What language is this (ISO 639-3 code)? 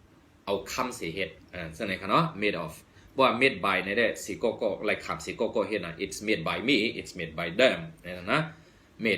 shn